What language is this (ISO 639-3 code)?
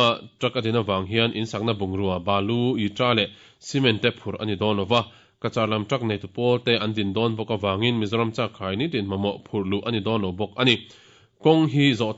lus